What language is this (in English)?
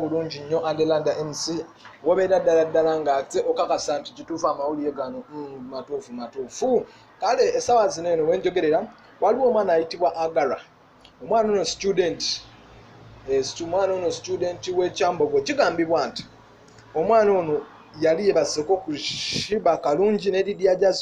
Ganda